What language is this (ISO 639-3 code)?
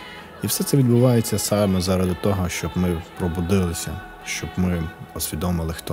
ukr